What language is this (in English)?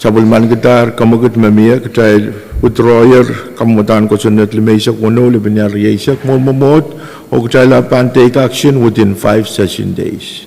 Pohnpeian